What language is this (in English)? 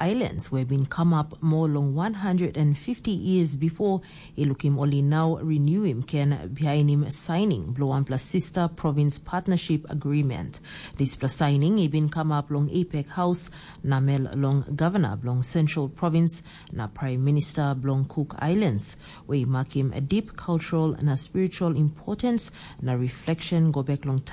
Tok Pisin